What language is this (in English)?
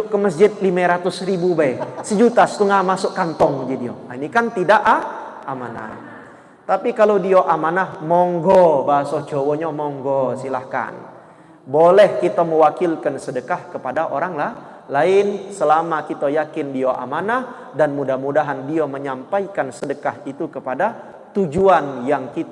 Musi